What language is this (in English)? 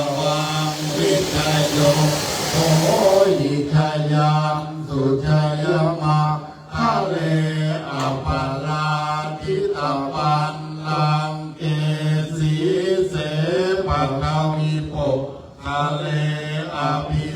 Pali